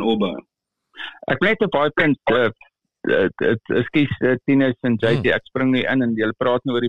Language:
Afrikaans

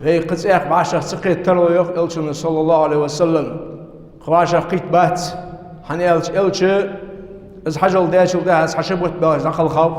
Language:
Ingush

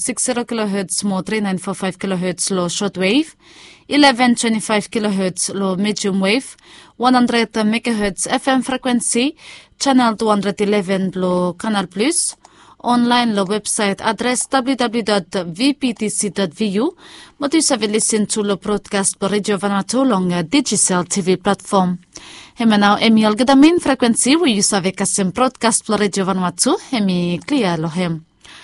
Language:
Bislama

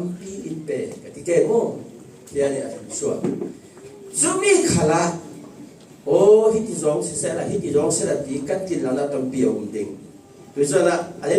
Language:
Falam Chin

